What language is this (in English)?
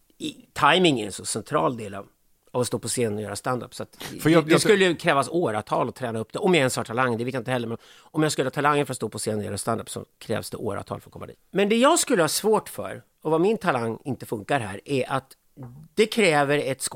Swedish